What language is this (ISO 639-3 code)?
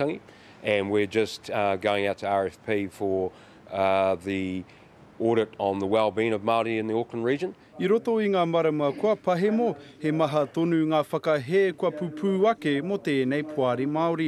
mri